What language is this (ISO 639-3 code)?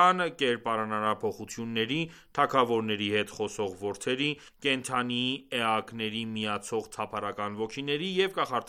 hye